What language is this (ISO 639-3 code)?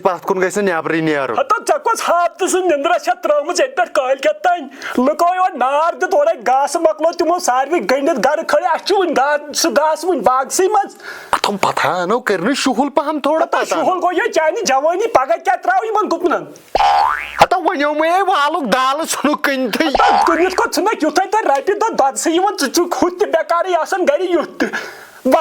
kas